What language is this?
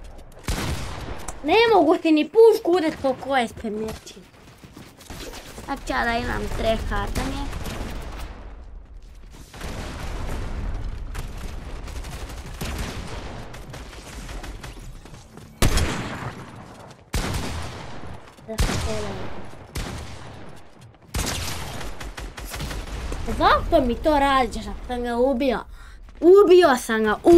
Croatian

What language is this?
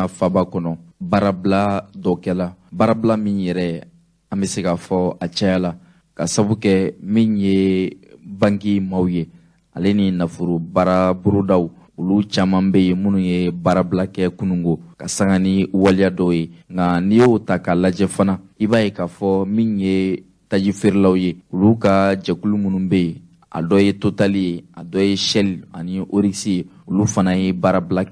Bambara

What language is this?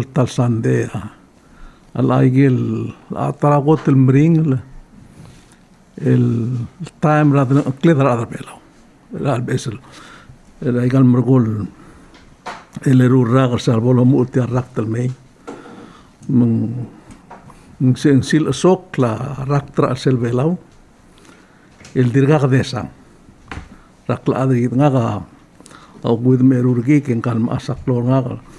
Palauan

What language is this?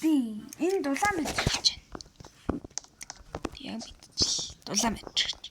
Mongolian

